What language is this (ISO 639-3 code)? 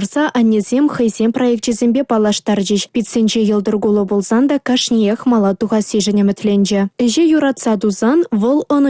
chv